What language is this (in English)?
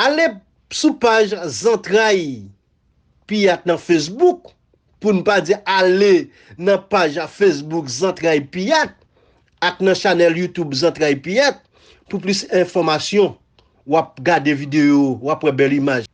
Haitian Creole